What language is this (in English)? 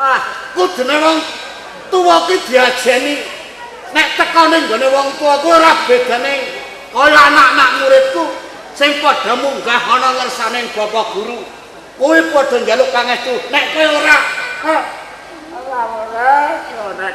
Javanese